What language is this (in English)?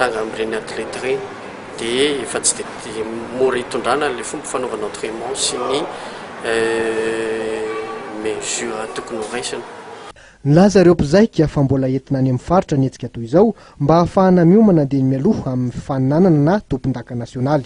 Malagasy